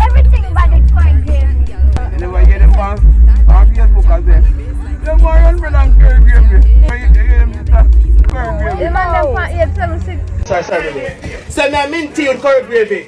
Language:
Jamaican Creole English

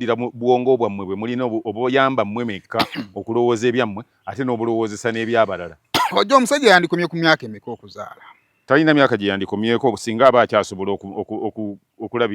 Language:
Ganda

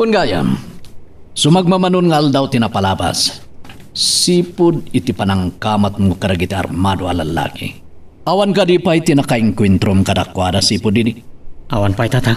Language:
Iloko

